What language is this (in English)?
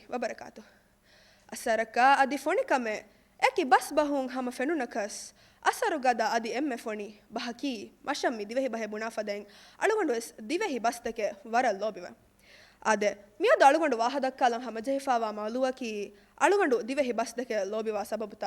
Divehi